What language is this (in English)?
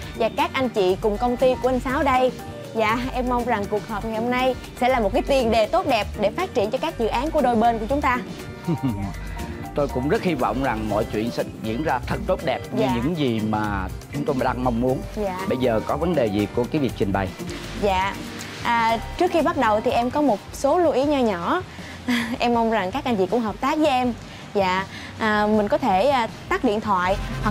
Vietnamese